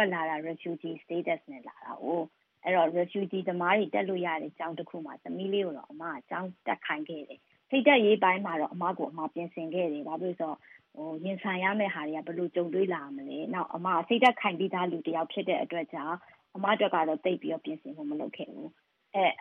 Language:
Burmese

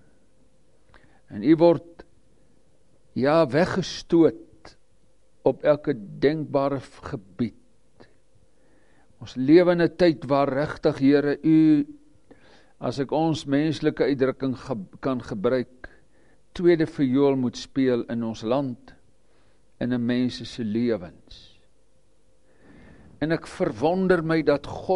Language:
Afrikaans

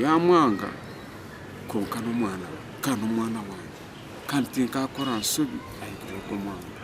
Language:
Nyankole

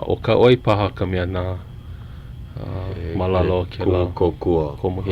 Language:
Hawaiian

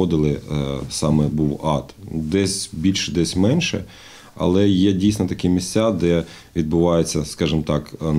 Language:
Ukrainian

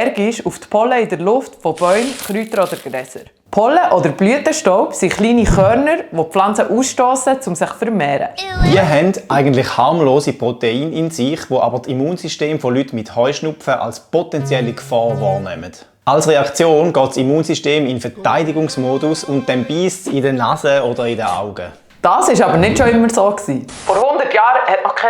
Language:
Swiss German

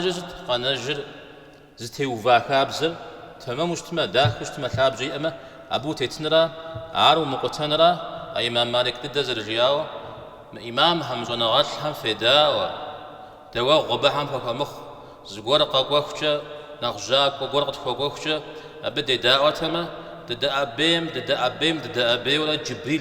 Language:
Kabardian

